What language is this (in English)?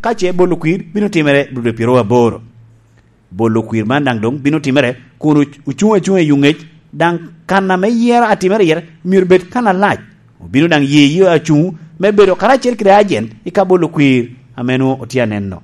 Lango (Uganda)